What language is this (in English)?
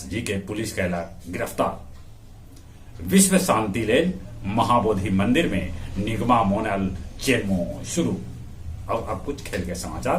Magahi